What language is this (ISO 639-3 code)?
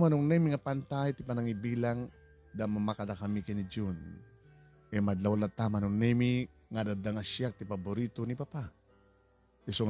ilo